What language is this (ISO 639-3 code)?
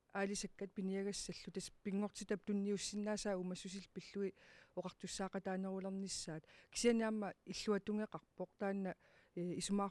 kal